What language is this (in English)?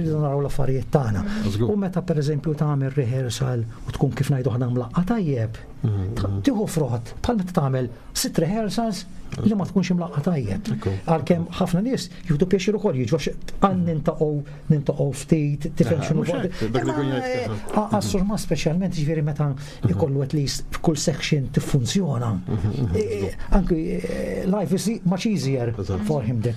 Maltese